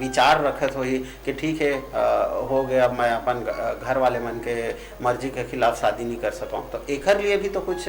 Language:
Chhattisgarhi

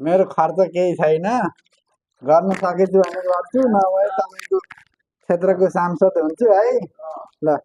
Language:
Nepali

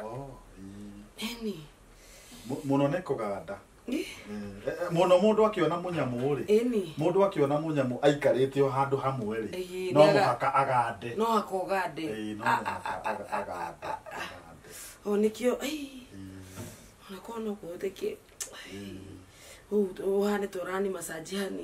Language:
Kikuyu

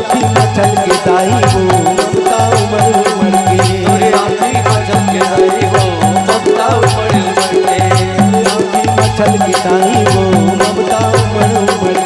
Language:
Chhattisgarhi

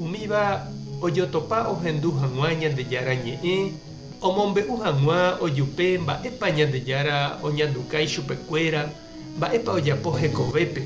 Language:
Guarani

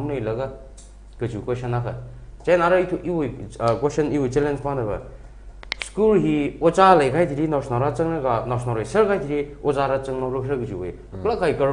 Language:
Tangkhul Naga (India)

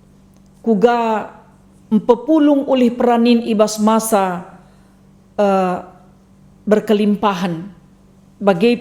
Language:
Batak Karo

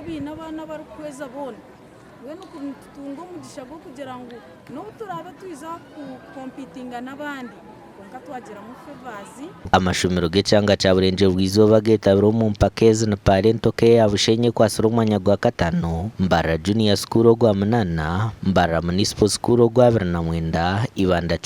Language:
Nyankole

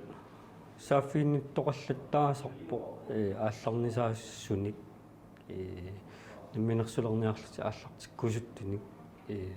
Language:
Kalaallisut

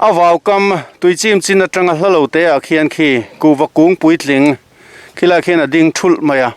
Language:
Mizo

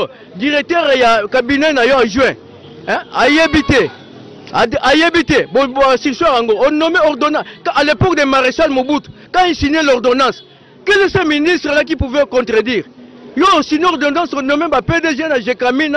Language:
Lingala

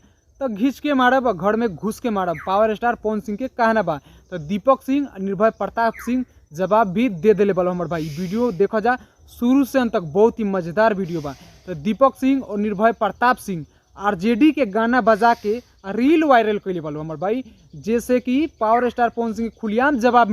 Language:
Bhojpuri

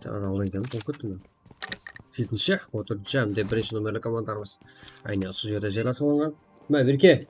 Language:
Kara-Kalpak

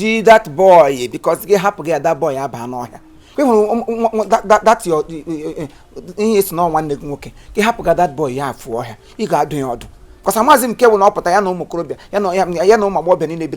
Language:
Igbo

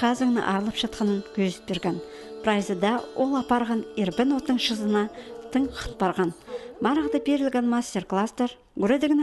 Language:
Khakas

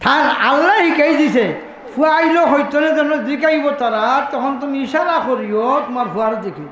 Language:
Sylheti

